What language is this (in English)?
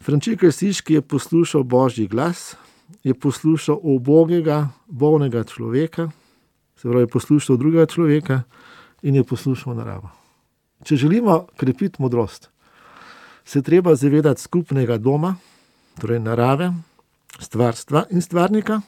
Slovenian